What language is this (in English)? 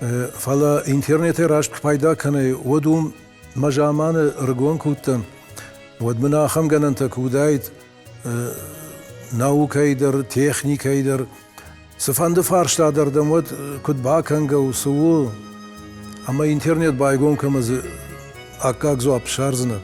Ossetic